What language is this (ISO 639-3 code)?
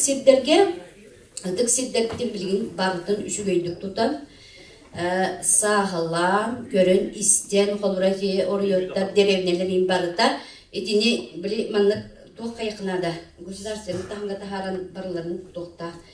sah